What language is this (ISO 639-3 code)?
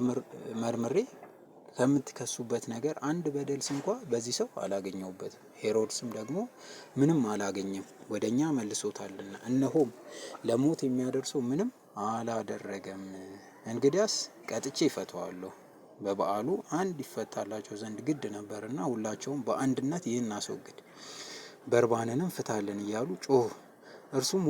amh